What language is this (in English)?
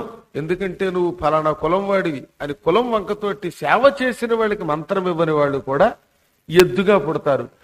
Telugu